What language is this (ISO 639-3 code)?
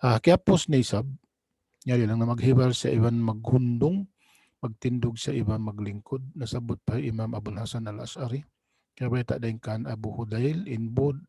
tsg